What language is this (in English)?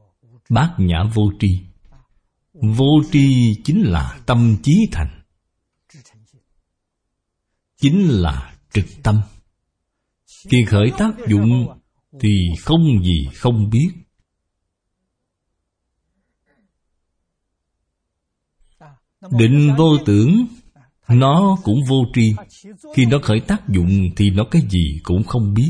Vietnamese